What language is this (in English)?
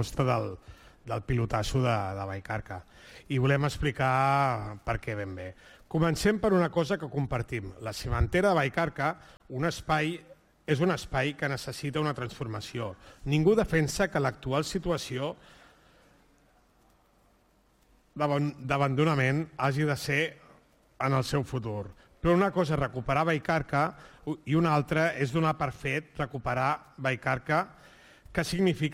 Catalan